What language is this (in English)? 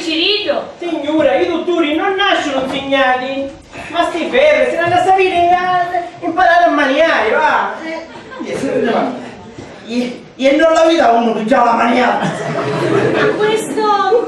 Sicilian